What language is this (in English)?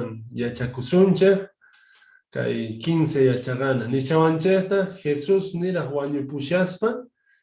Quechua